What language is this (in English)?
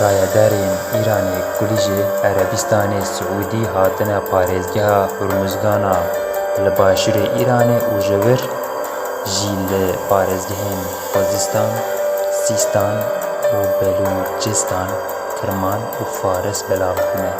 Kurdish